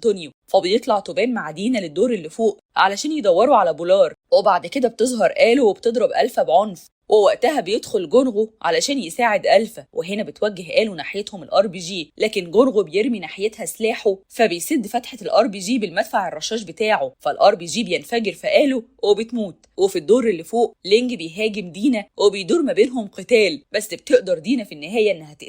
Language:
Egyptian Arabic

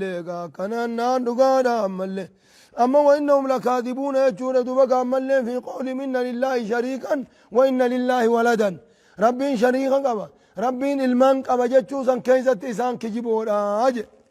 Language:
Oromo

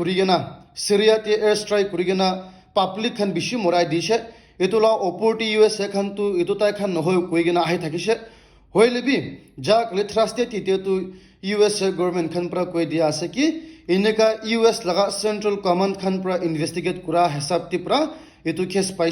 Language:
Naga Pidgin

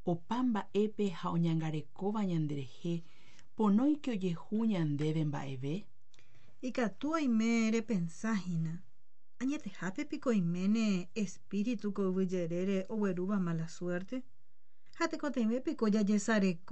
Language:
Guarani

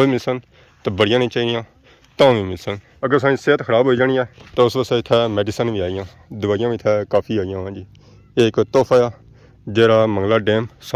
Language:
Pahari-Potwari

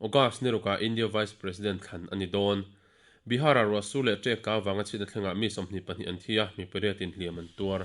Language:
Mizo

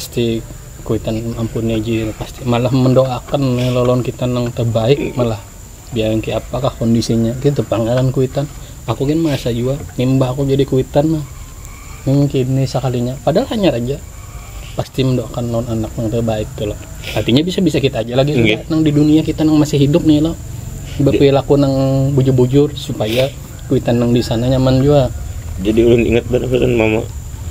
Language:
Banjar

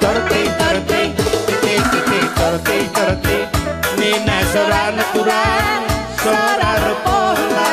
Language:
Batak Karo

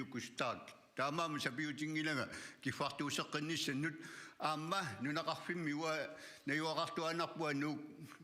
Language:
Kalaallisut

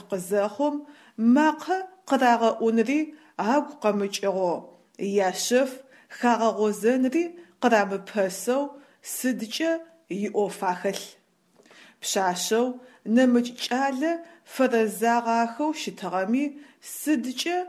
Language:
Adyghe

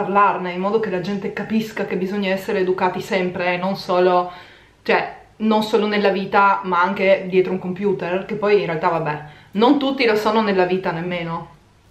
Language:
Italian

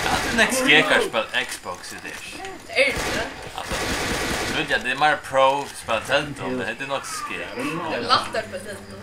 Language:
Faroese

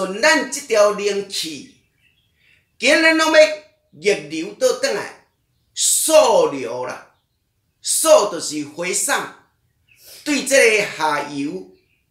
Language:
Min Nan Chinese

